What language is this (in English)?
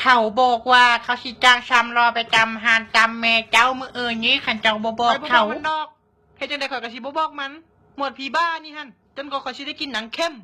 Northeastern Thai